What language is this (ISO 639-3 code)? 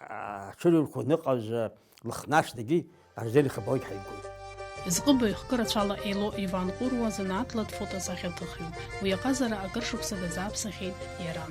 abk